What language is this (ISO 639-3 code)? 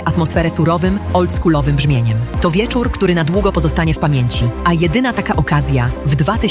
pol